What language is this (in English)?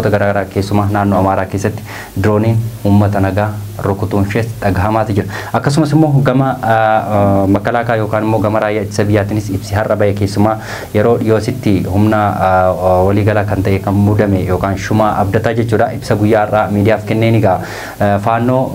Oromo